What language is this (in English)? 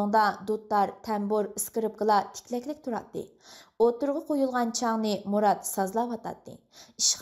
Uyghur